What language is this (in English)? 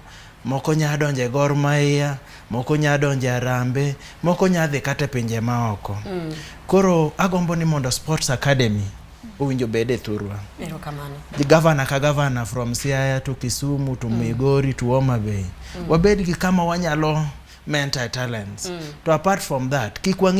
Luo (Kenya and Tanzania)